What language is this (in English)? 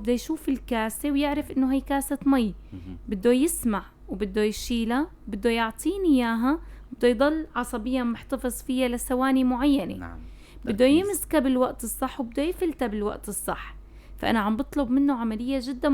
North Levantine Arabic